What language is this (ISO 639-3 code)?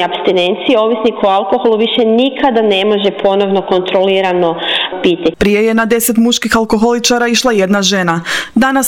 hrv